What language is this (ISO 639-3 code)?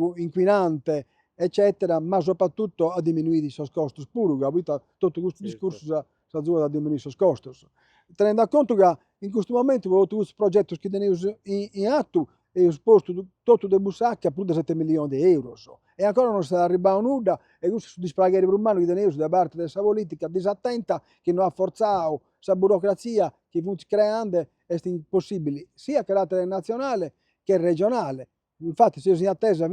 srd